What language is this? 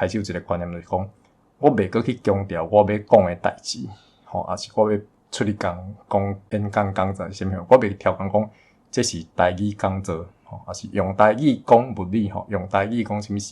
Min Nan Chinese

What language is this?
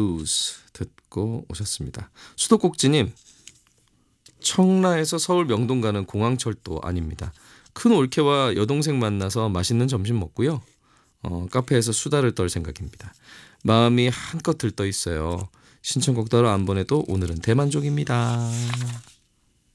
Korean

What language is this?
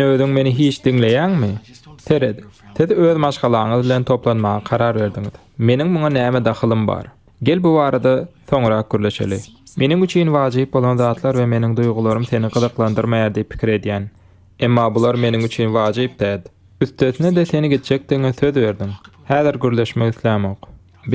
Turkmen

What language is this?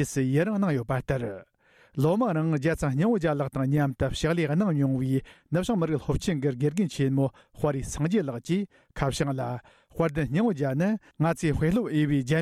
Tibetan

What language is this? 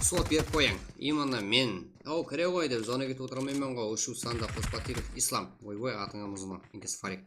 Kara-Kalpak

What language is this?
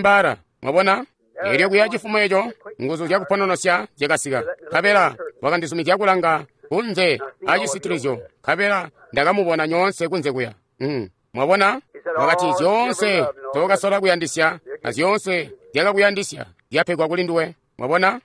Tonga (Zambia)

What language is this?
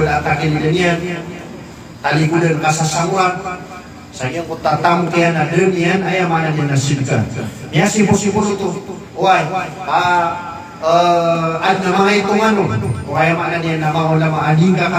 Maranao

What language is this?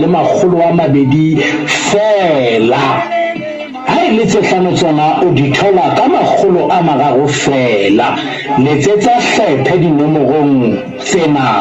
Southern Sotho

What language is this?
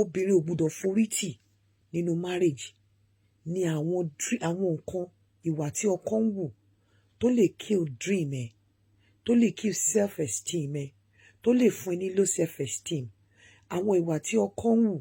Yoruba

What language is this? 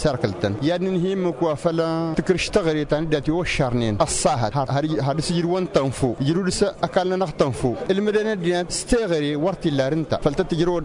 Tamasheq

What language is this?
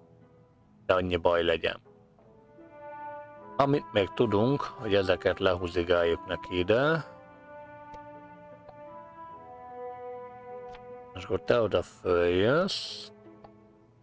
Hungarian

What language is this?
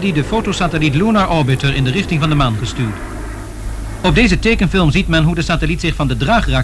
Dutch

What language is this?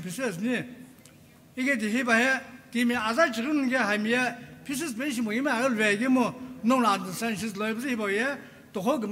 Sumi Naga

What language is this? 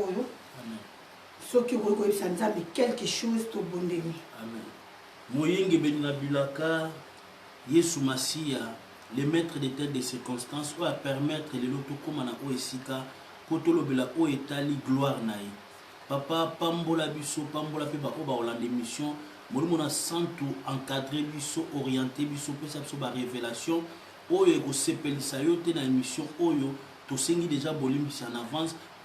Lingala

